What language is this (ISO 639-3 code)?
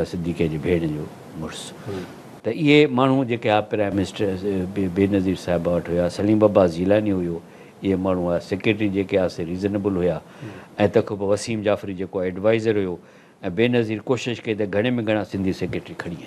snd